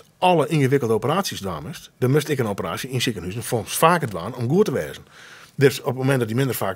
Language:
Western Frisian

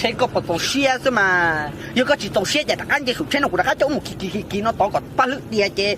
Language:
Hmong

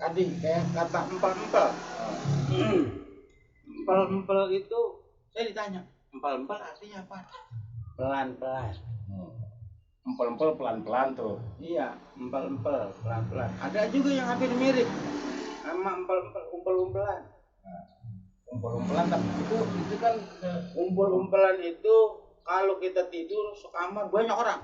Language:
Betawi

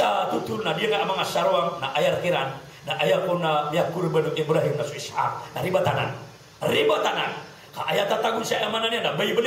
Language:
Maranao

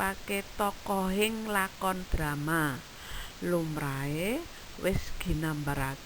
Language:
Javanese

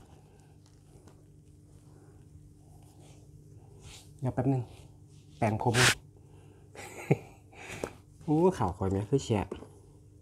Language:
Thai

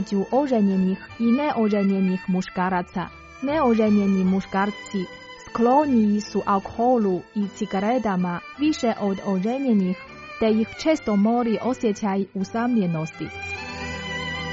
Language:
Croatian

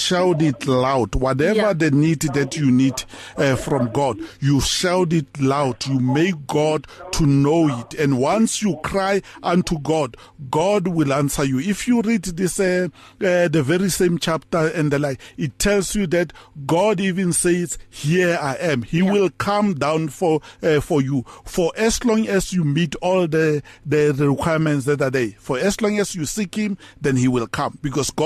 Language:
English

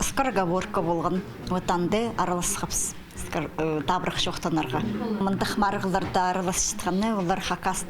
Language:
Khakas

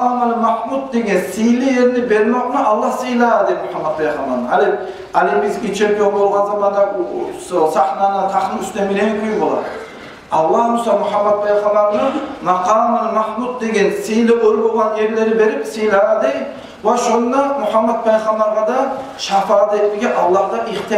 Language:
Kumyk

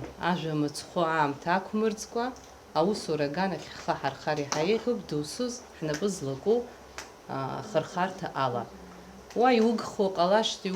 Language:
Abkhazian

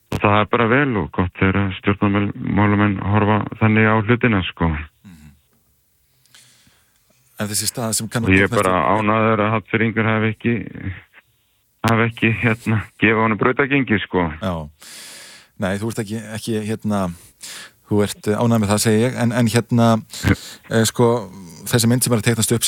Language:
Icelandic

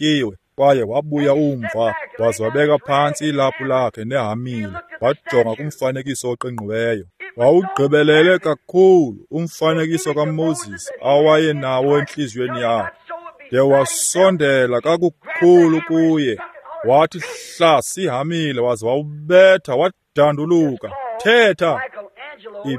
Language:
Xhosa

